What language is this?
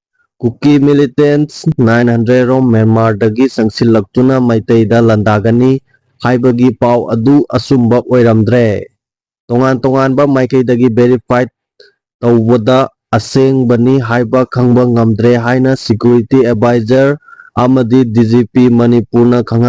Manipuri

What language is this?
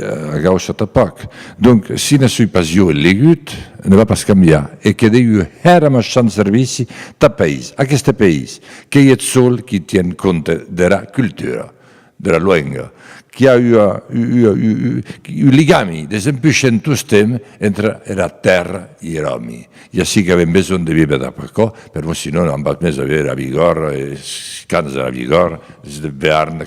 Occitan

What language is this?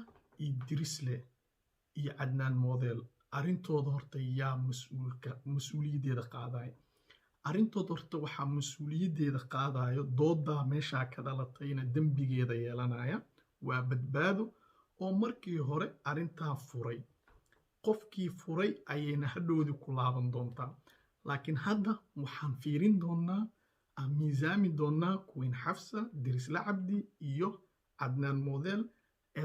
Somali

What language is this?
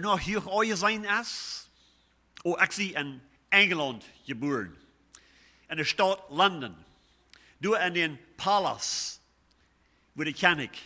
Plautdietsch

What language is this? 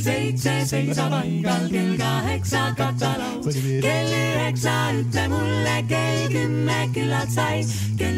Estonian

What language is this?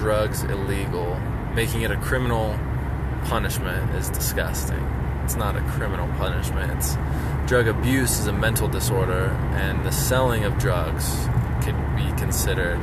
English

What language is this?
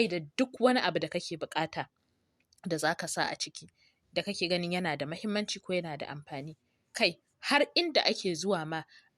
Hausa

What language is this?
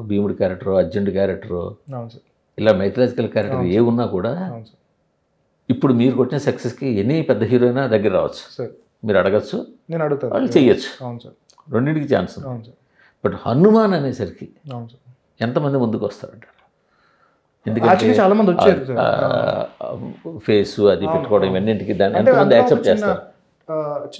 Telugu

